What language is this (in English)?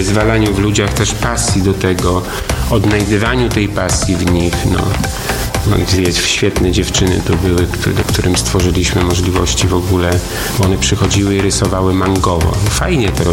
Polish